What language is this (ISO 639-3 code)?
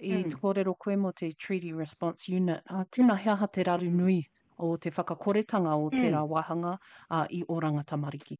mri